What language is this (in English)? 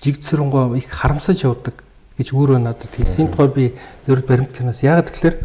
Mongolian